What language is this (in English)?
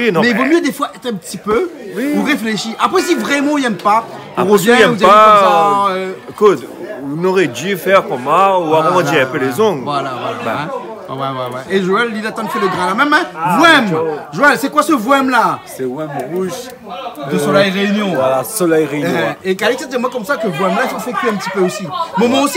Réunion Creole French